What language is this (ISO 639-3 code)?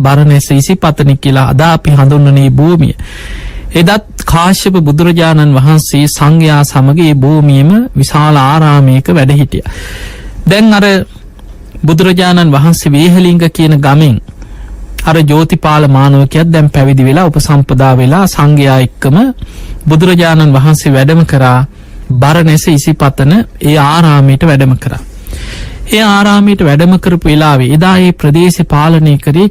sin